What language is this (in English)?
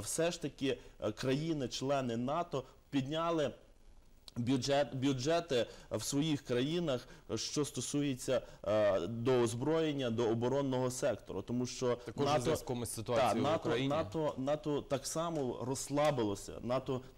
Ukrainian